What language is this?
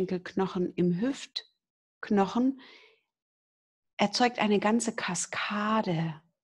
German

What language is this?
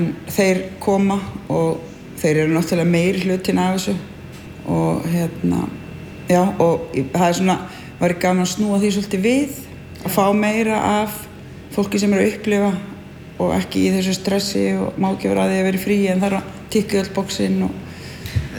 Icelandic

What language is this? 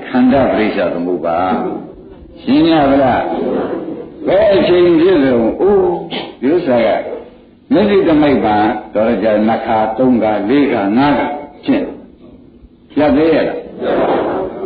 Burmese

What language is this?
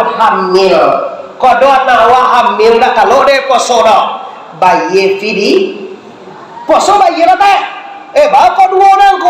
Minangkabau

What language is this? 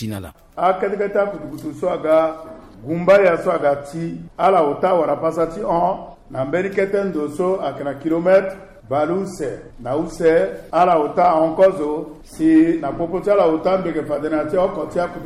Sango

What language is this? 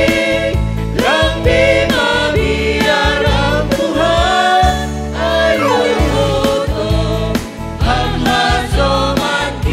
Batak Simalungun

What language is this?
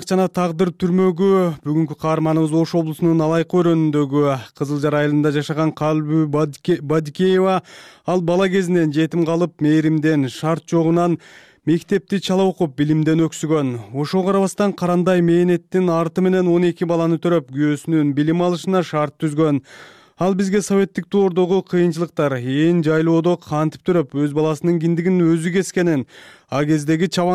Kyrgyz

